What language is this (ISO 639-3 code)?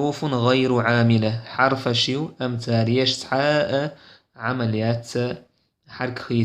che